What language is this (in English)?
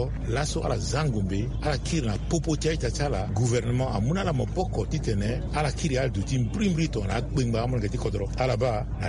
Sango